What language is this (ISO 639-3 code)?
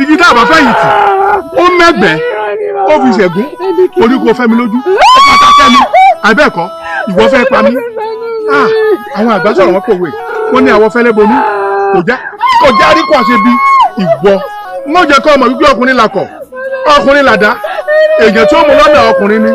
yor